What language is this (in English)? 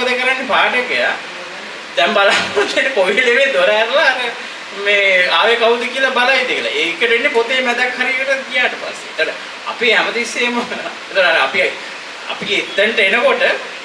Sinhala